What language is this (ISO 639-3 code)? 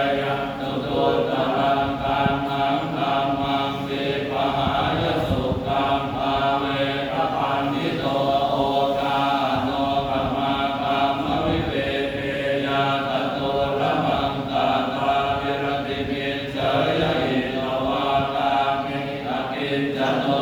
pli